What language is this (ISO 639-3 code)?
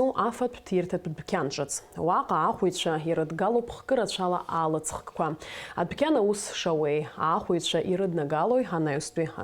abk